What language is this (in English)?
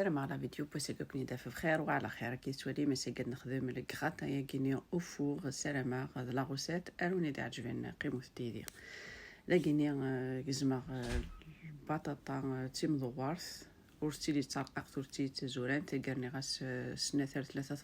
Kabyle